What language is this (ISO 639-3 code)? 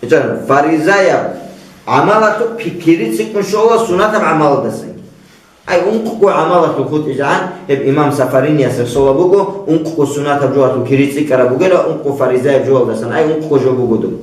ava